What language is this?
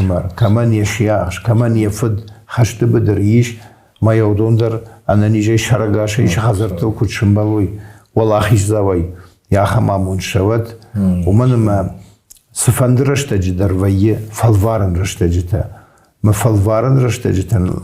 Ossetic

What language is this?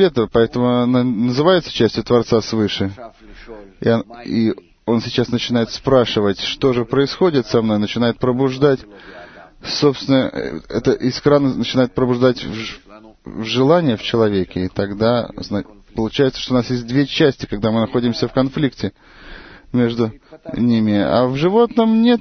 Russian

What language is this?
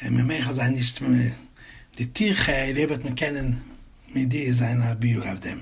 Yiddish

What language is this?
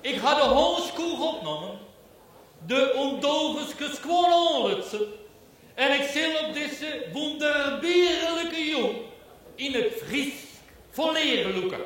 Western Frisian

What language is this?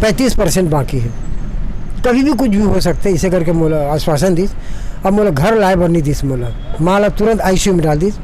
Chhattisgarhi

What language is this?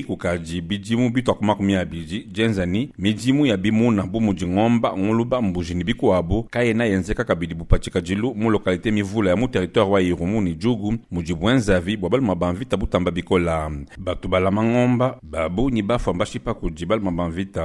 Luba-Lulua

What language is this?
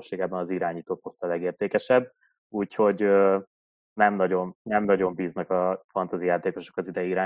Hungarian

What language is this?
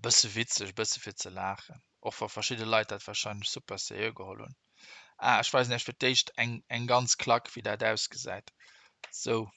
Luxembourgish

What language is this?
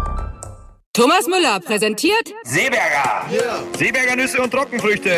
German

